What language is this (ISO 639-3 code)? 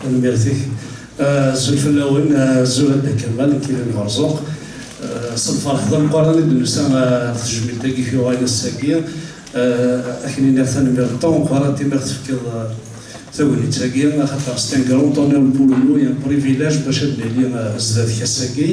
kab